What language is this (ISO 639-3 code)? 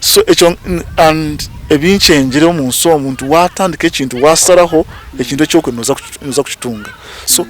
nyn